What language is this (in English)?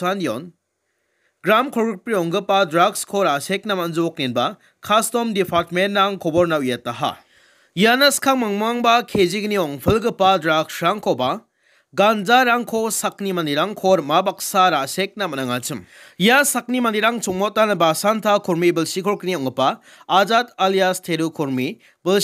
Garo